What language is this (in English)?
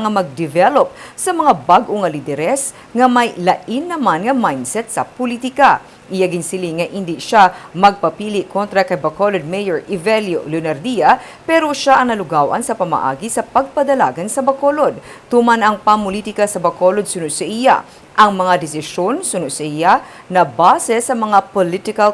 Hiligaynon